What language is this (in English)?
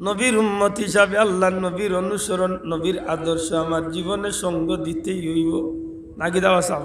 Sylheti